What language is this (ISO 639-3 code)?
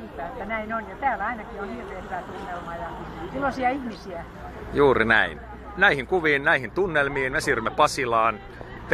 fin